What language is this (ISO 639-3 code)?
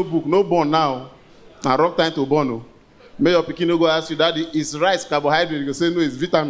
pcm